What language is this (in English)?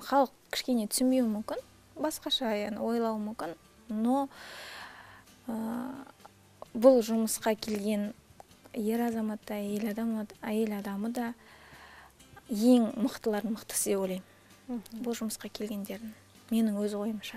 Kazakh